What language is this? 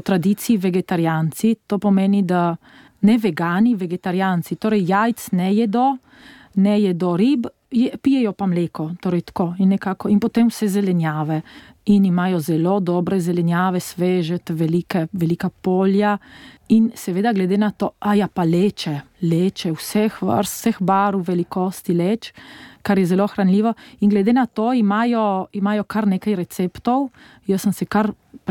Slovenian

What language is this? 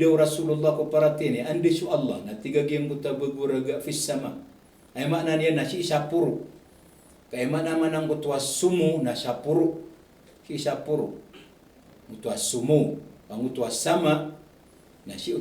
Maranao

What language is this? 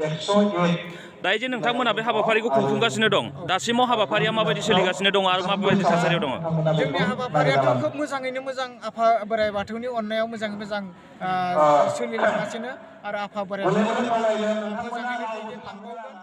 Bodo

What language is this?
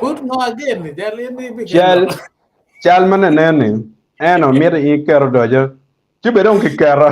Acoli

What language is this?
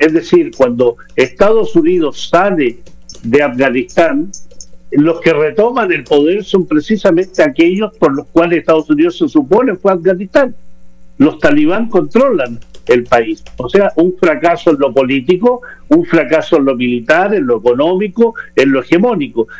Spanish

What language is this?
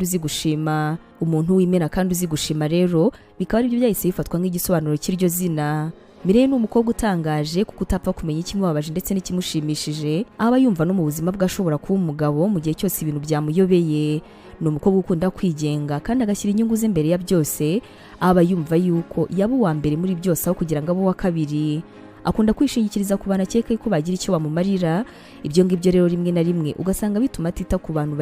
Kinyarwanda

